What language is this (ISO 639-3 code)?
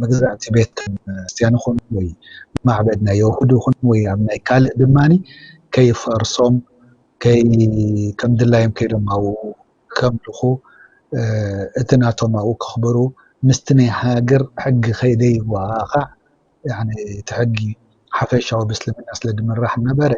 tir